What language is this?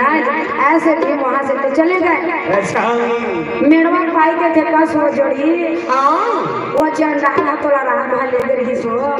Chhattisgarhi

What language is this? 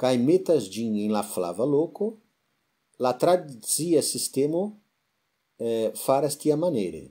Esperanto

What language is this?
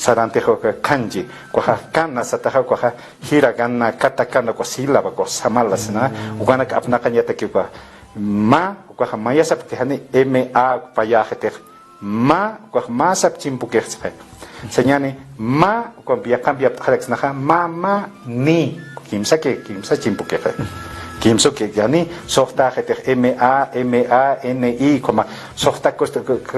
Aymara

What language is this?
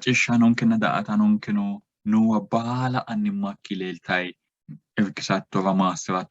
Sidamo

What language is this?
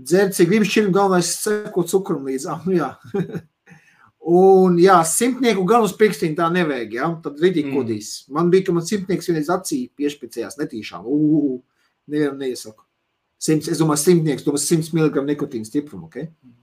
Latvian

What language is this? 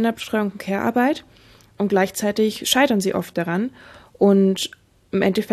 German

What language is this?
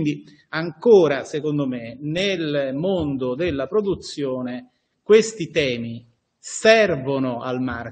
Italian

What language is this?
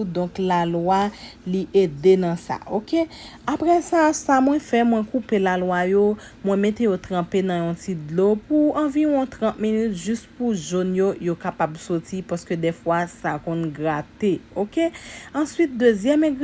Haitian Creole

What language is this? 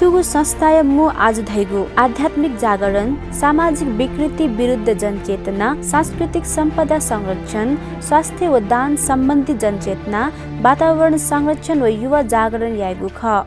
Newari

